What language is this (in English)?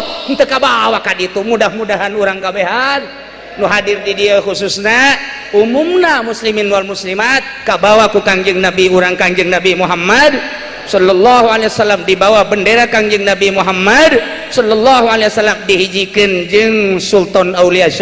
Sundanese